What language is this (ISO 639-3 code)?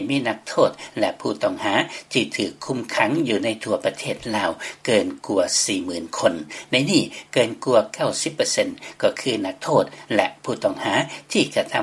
lao